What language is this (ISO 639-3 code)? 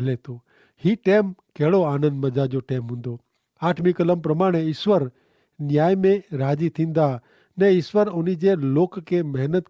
kfr